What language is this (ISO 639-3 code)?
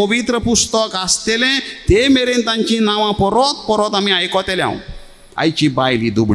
kok